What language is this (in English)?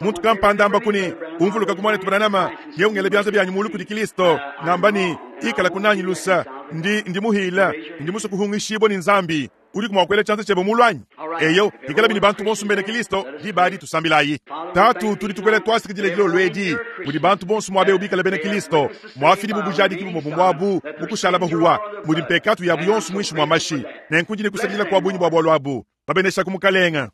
Luba-Lulua